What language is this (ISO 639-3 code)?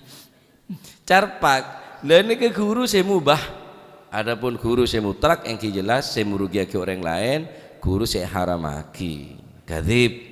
mad